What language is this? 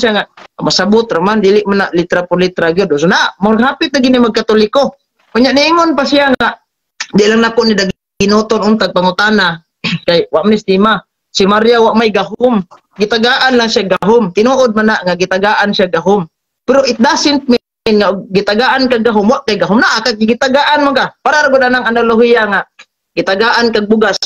Cebuano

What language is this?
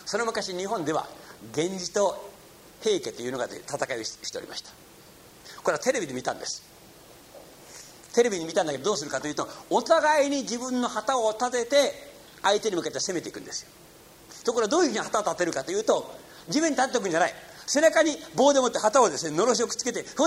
Japanese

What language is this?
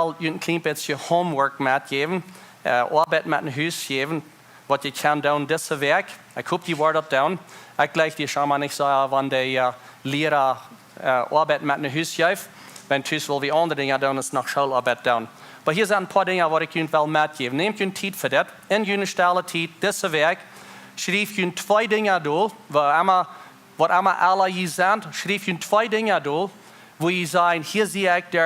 Plautdietsch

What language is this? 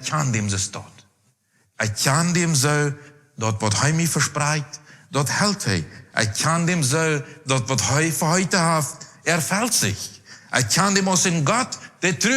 Plautdietsch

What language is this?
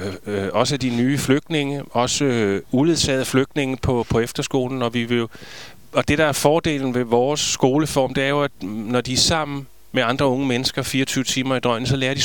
Danish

